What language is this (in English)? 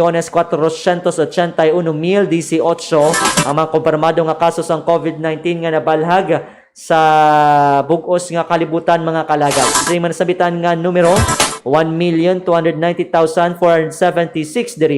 Hiligaynon